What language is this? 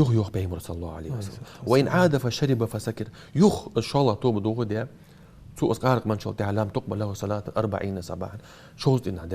Ingush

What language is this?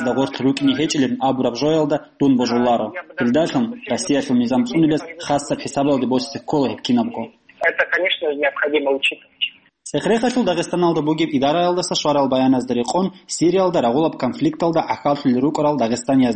Avaric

